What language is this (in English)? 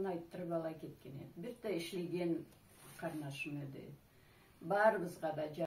Karachay-Balkar